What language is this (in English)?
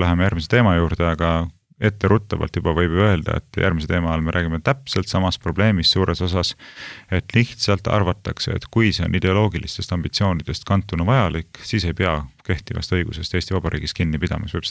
Estonian